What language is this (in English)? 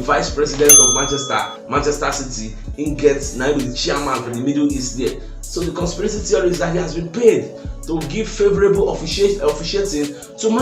Nigerian Pidgin